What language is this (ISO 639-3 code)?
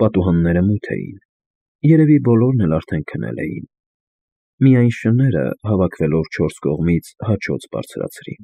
hye